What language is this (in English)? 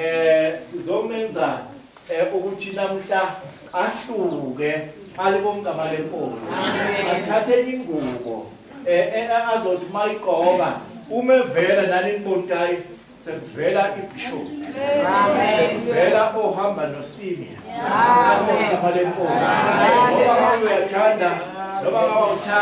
Zulu